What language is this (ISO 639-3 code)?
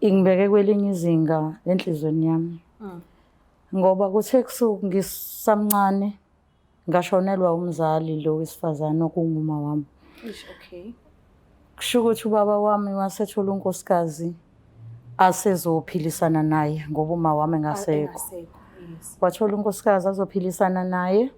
zul